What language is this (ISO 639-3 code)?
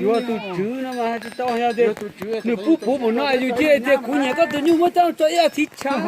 hmn